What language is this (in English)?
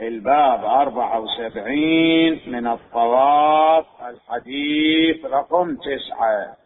Mesopotamian Arabic